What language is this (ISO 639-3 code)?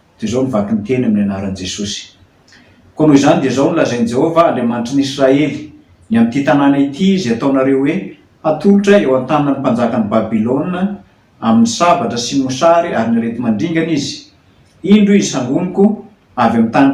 mlg